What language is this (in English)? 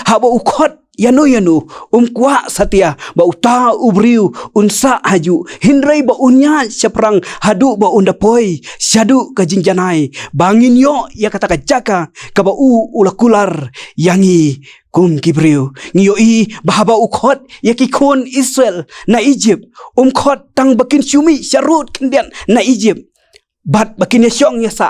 Khasi